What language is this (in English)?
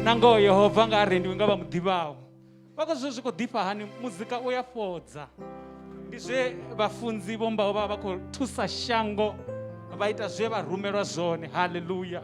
Venda